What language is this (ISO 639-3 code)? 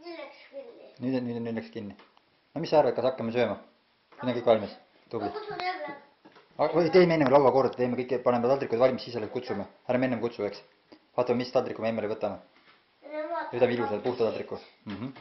est